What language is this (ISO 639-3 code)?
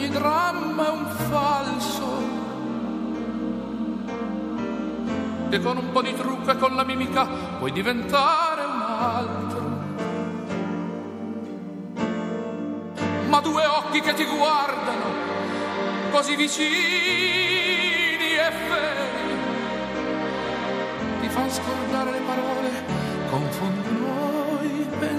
ita